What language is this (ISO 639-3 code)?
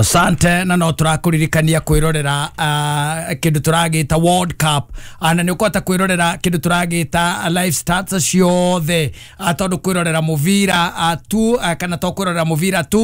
kik